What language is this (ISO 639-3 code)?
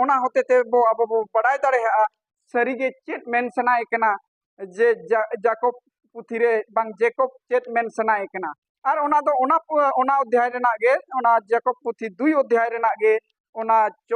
sat